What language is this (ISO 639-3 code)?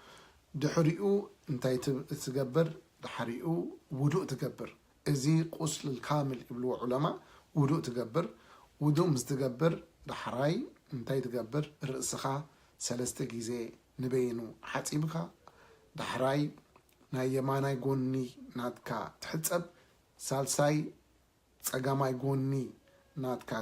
tir